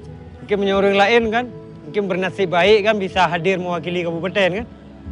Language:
Achinese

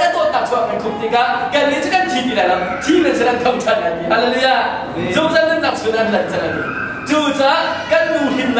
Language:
Hakha Chin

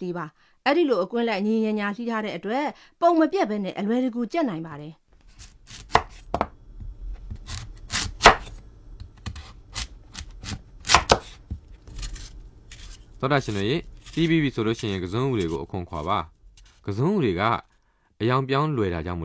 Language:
Burmese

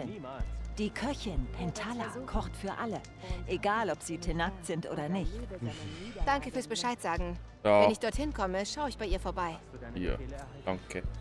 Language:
Bavarian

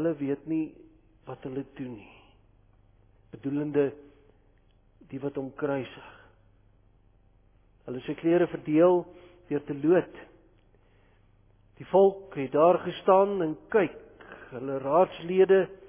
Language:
Afrikaans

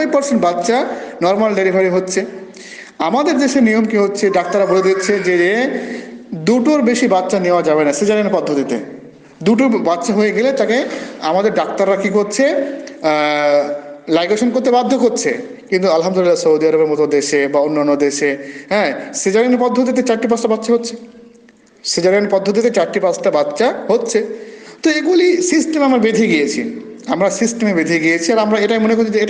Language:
Bangla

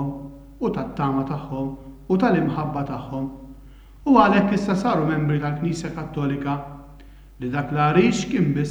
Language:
Maltese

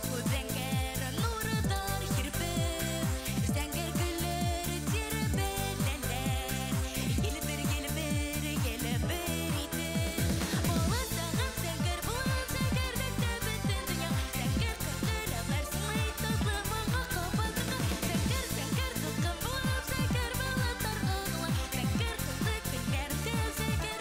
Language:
Bashkir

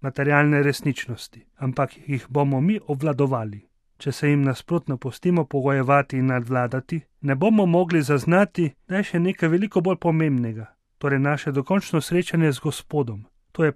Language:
Slovenian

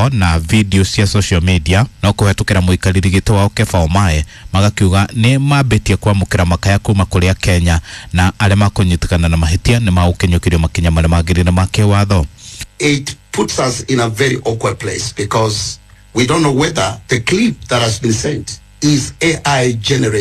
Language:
Kikuyu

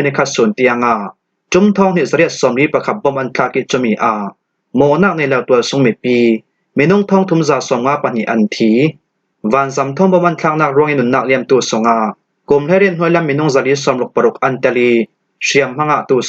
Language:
Falam Chin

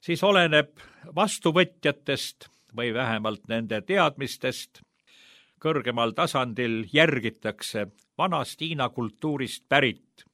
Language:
Estonian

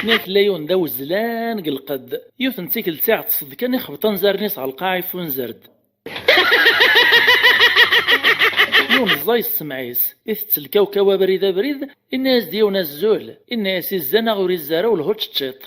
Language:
Kabyle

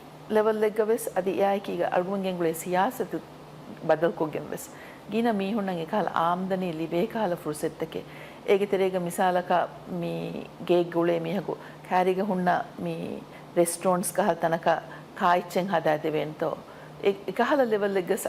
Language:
Divehi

